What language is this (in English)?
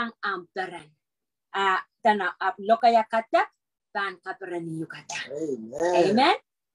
Pohnpeian